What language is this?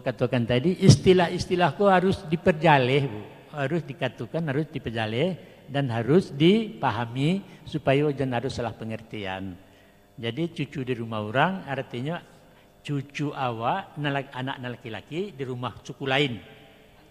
Minangkabau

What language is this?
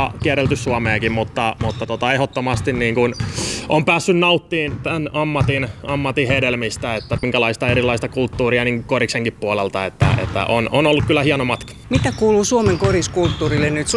Finnish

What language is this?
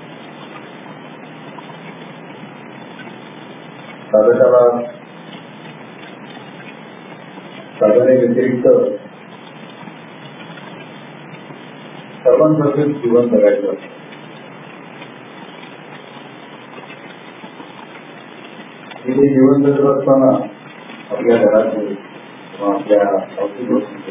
Marathi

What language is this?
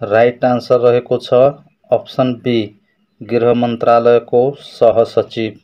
Nepali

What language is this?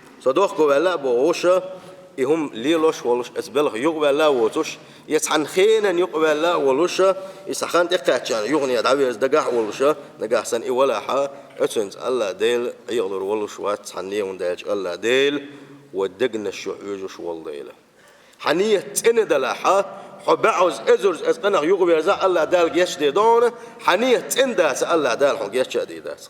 Chechen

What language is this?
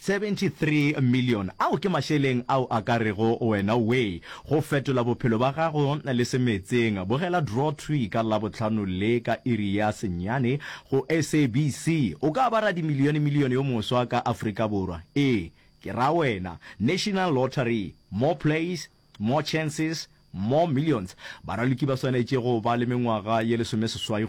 Northern Sotho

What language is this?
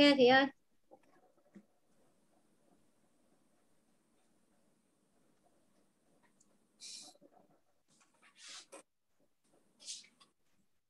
Vietnamese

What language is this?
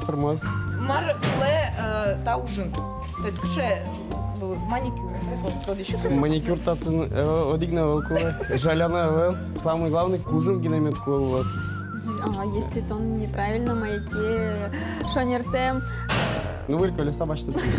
Udmurt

